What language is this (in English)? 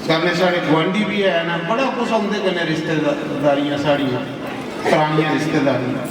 Dogri